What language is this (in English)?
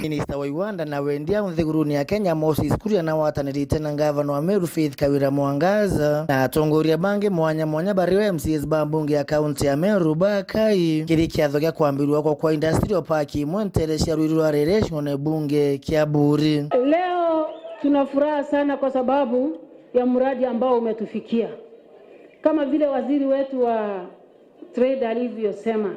Meru